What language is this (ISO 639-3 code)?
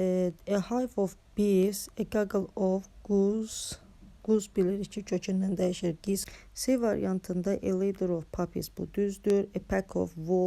aze